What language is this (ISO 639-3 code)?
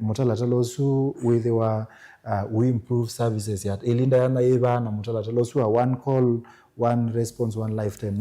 kam